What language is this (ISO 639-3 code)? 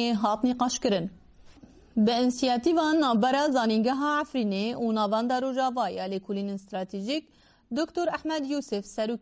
kur